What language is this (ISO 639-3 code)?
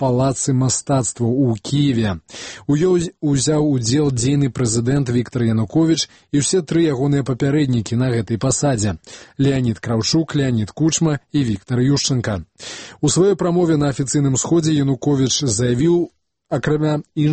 bel